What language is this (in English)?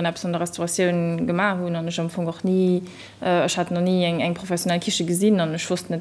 Luxembourgish